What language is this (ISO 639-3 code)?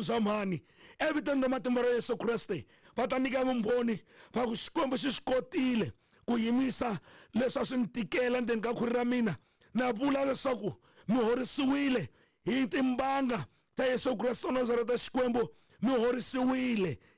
tso